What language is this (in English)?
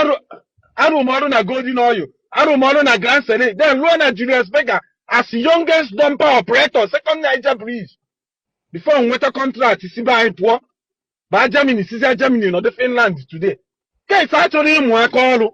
Igbo